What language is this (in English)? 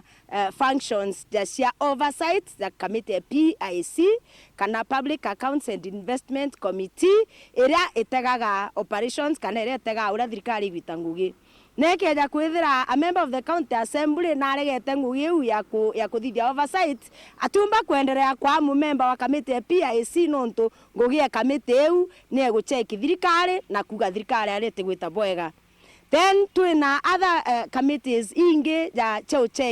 Meru